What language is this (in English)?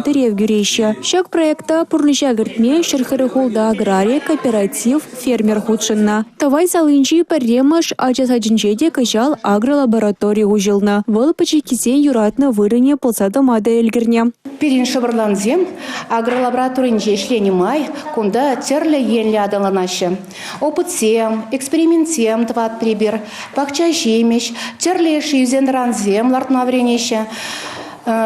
Chuvash